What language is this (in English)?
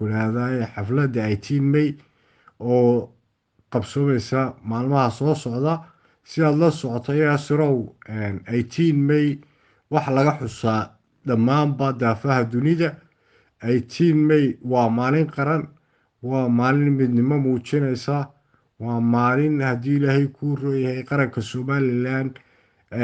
Somali